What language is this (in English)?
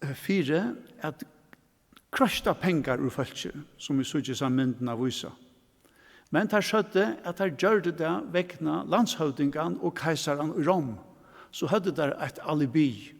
Faroese